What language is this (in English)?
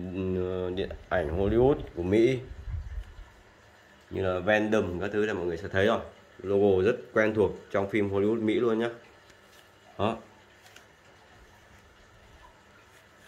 Vietnamese